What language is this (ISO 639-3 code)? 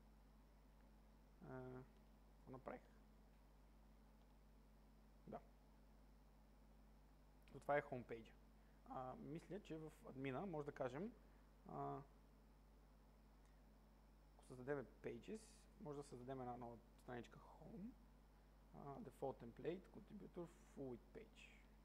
bul